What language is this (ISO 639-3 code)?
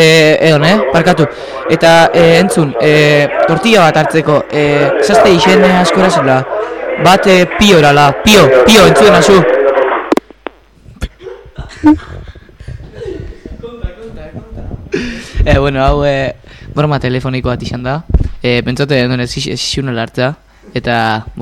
eus